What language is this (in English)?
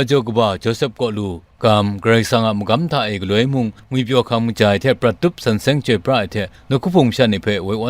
Kachin